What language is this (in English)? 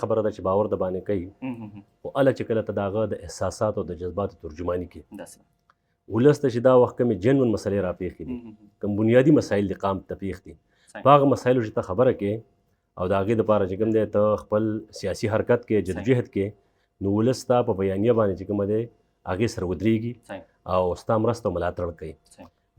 Pashto